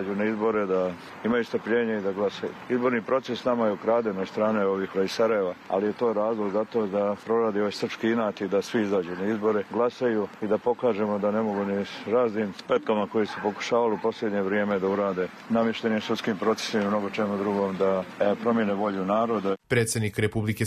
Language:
Serbian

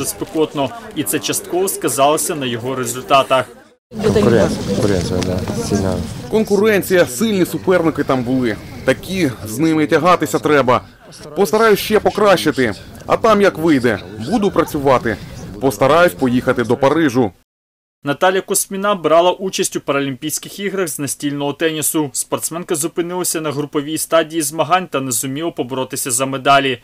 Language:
Ukrainian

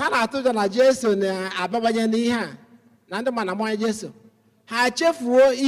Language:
Igbo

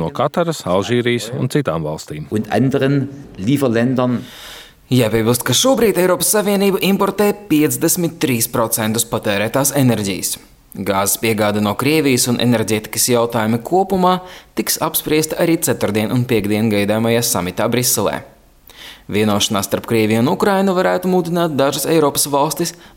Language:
Latvian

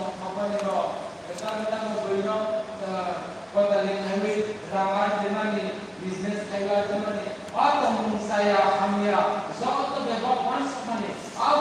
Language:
Kok Borok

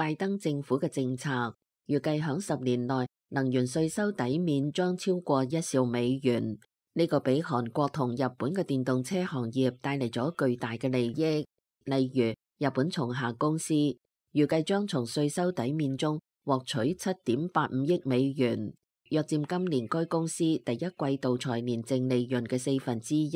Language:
Cantonese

